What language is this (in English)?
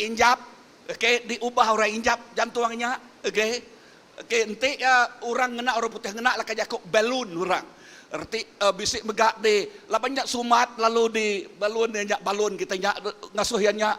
Iban